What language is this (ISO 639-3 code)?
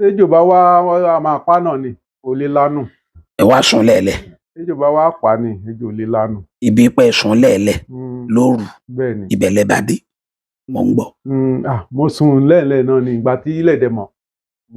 yor